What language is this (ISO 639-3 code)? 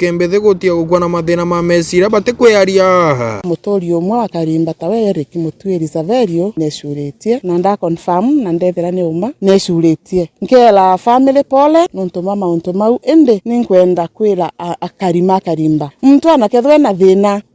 mer